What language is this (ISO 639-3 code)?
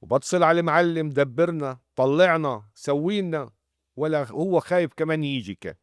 apc